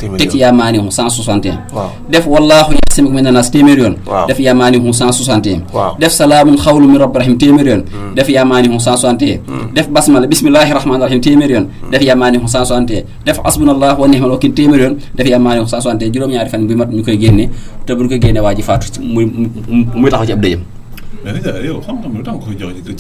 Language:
Wolof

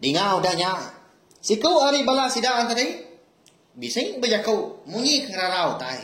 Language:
Iban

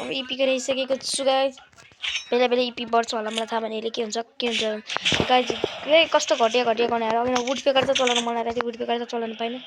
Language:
Nepali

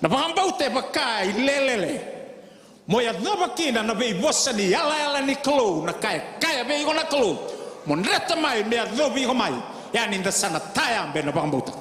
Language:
Fijian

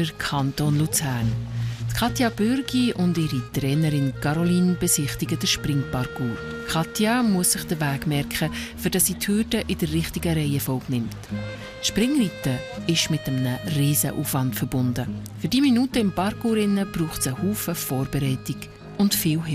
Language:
Swiss German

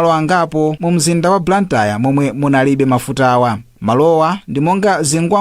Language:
Nyanja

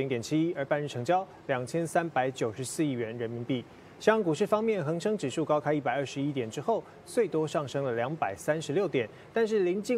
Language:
Chinese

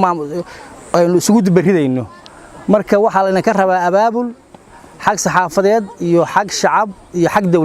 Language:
Somali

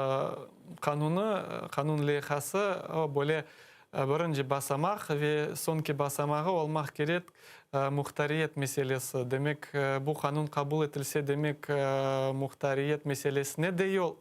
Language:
Crimean Tatar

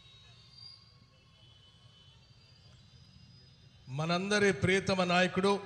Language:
Telugu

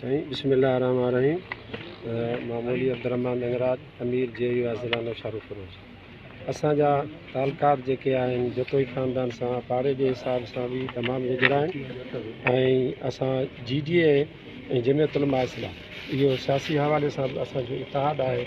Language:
Sindhi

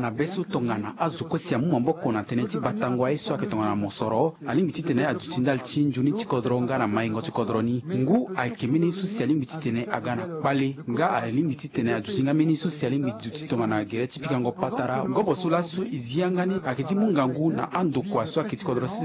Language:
Sango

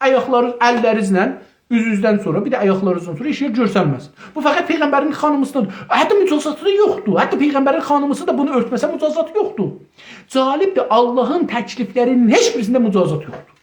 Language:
South Azerbaijani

